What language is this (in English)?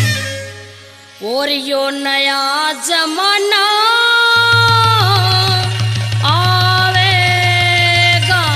Haryanvi